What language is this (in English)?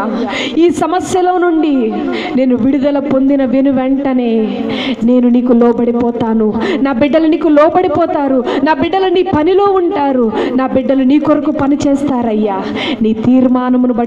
Telugu